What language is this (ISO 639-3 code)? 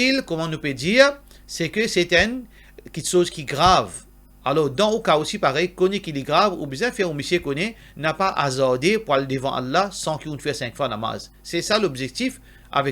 mfe